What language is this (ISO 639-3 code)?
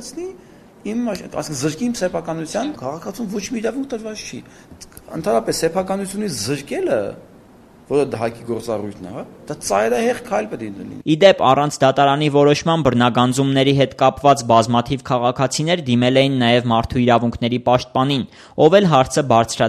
hye